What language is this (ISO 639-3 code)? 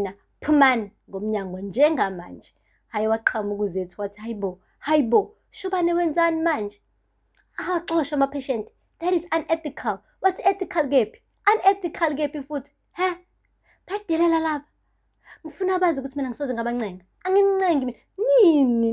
zul